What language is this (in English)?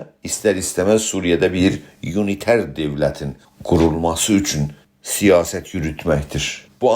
South Azerbaijani